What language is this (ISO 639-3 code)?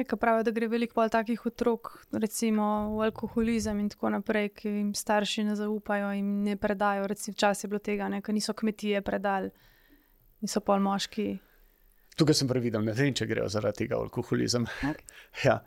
slv